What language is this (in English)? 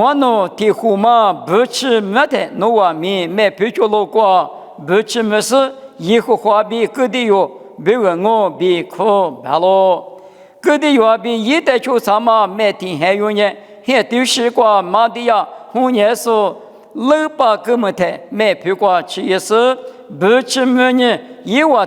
Lisu